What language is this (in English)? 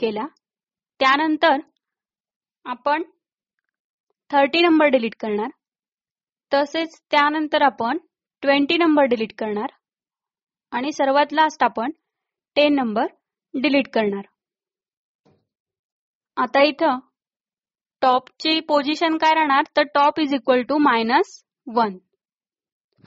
Marathi